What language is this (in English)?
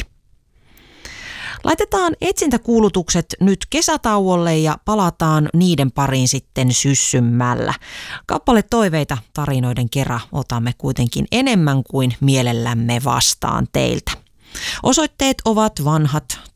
Finnish